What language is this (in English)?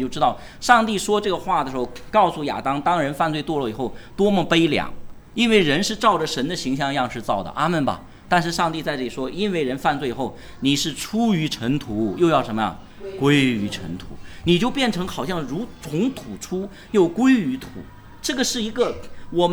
Chinese